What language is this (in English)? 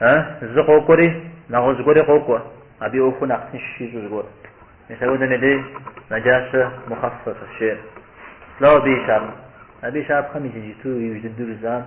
Kabardian